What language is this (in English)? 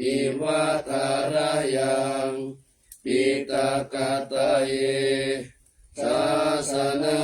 Pali